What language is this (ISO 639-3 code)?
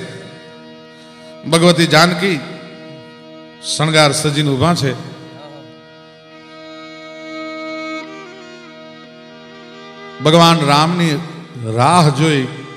guj